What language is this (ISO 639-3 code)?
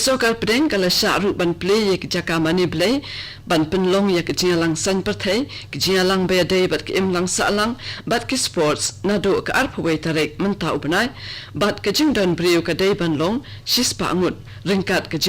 kha